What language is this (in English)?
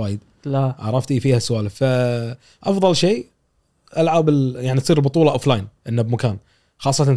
Gulf Arabic